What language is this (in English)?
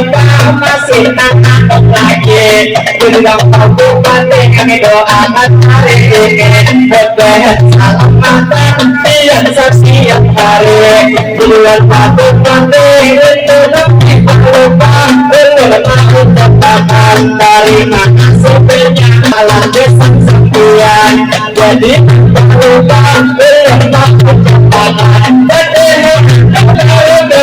Banjar